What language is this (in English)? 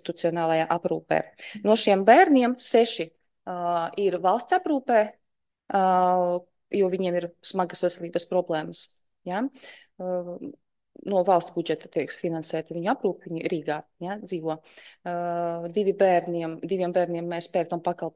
Latvian